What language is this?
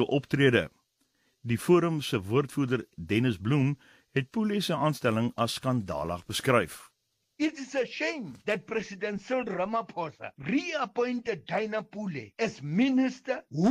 Afrikaans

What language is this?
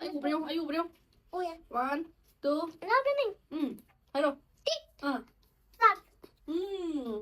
Manipuri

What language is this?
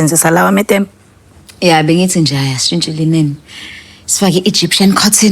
Zulu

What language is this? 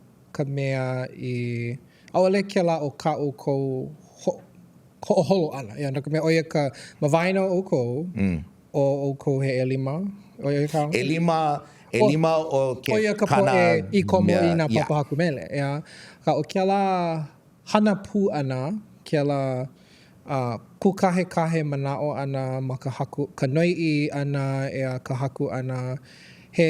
Hawaiian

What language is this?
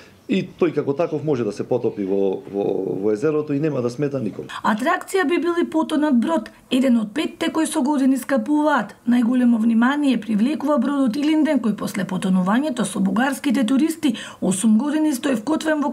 Macedonian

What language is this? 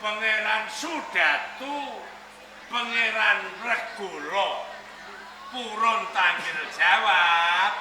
Javanese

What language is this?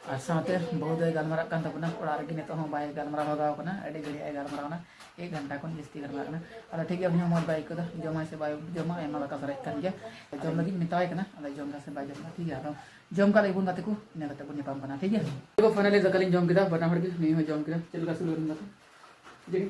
Santali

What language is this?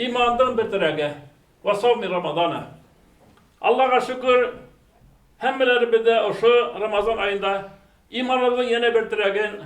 Bashkir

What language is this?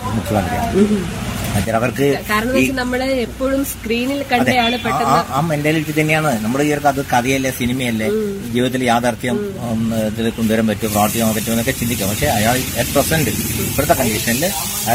Malayalam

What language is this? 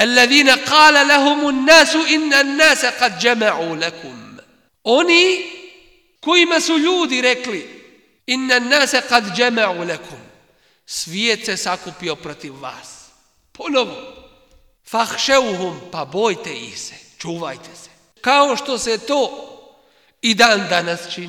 Bosnian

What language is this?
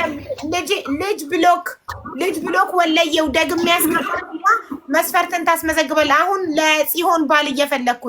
Amharic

